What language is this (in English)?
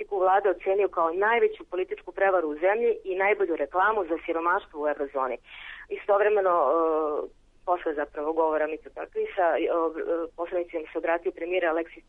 Serbian